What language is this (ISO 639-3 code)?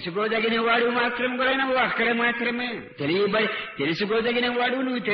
tel